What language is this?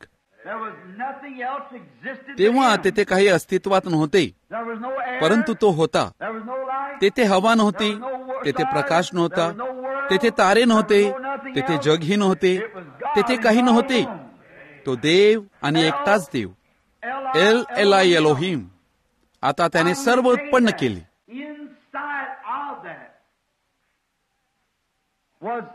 Marathi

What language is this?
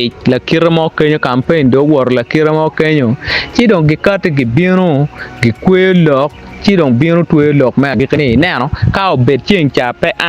Acoli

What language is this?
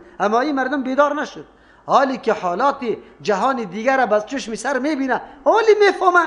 Persian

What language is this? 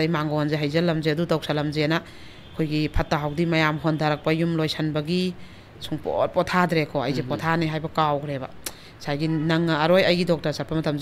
Manipuri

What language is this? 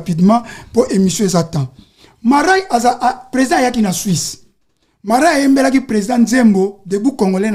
Lingala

